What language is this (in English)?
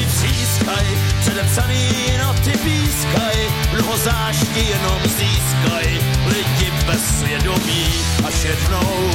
Czech